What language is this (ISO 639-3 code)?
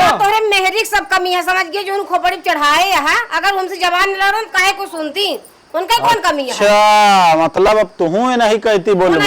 awa